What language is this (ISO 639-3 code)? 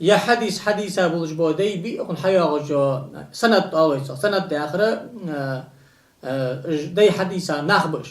inh